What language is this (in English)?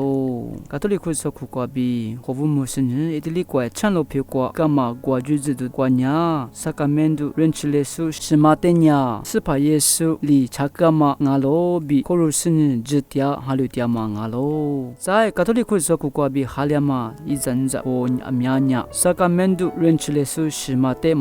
Lisu